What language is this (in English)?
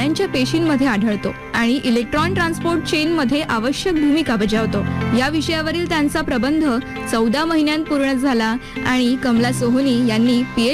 Marathi